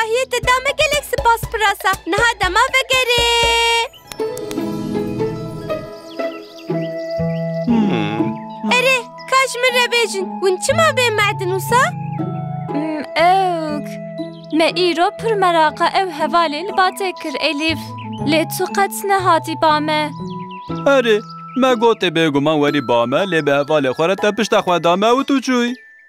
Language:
Kurdish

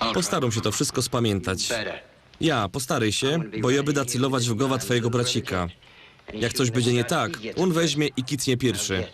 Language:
Silesian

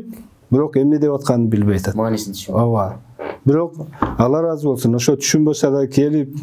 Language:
Kyrgyz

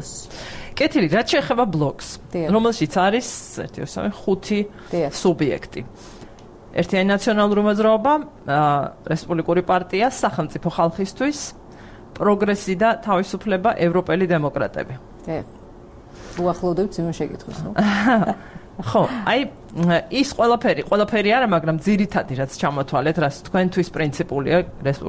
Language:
Georgian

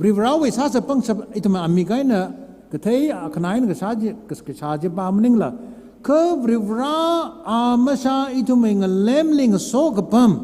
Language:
Tangkhul Naga (India)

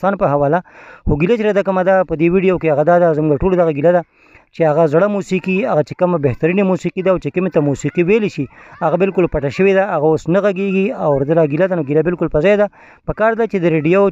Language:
Pashto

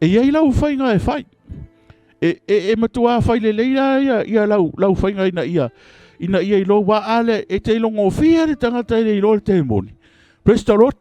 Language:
Samoan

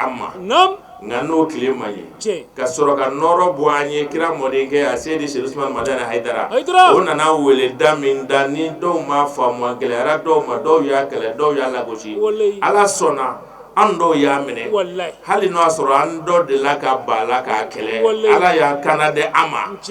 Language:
Bambara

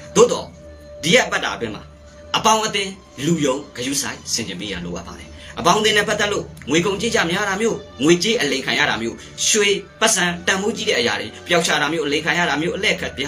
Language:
Burmese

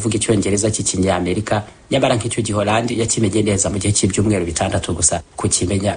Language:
Kinyarwanda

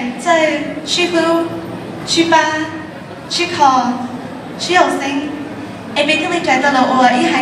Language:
Hmong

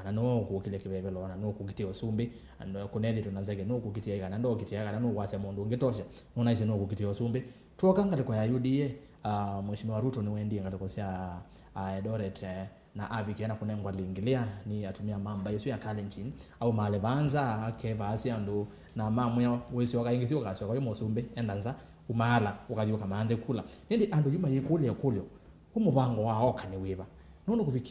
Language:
Kamba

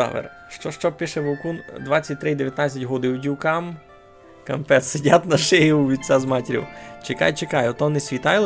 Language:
Rusyn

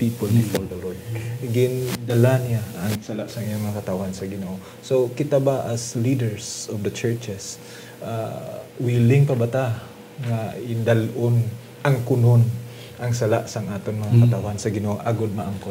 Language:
Hiligaynon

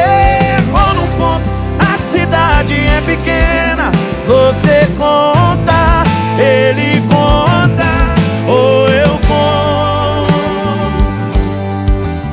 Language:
Portuguese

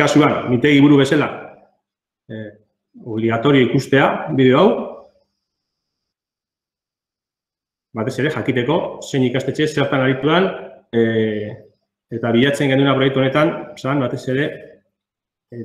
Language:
Basque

